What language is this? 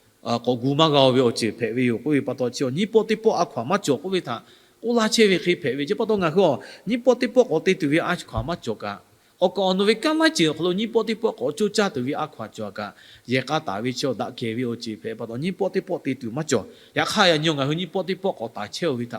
Lahu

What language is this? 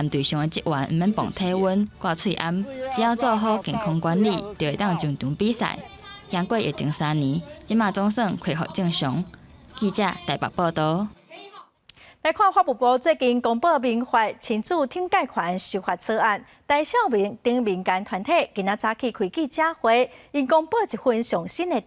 Min Nan Chinese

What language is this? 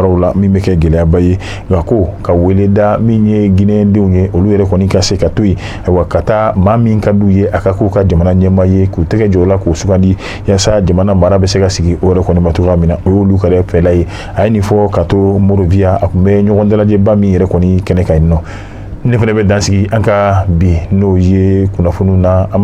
Bambara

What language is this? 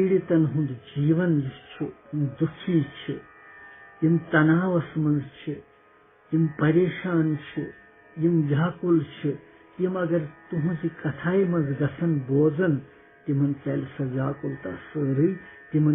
Kashmiri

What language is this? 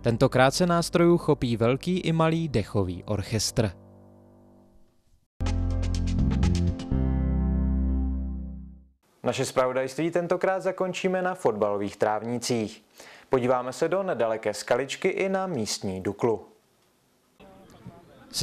Czech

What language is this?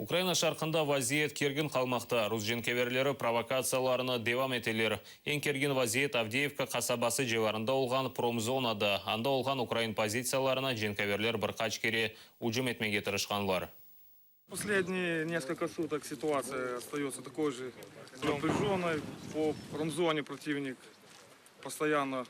Crimean Tatar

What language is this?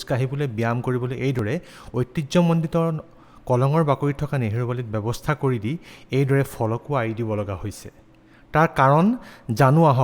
Assamese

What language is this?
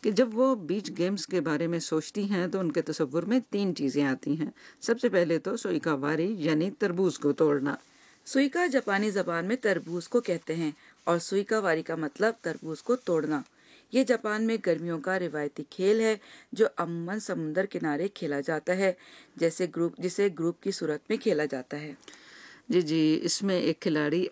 Urdu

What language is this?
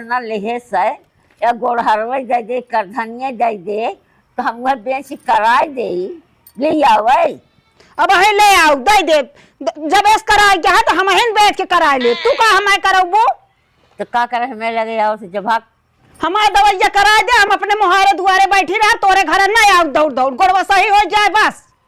Awadhi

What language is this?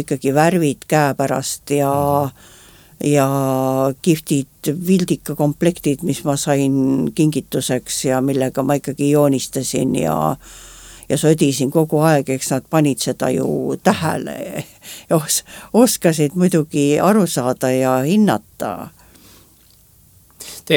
Estonian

